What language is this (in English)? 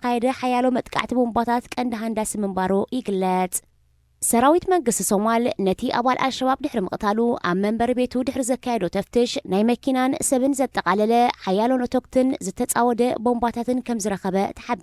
Tigrinya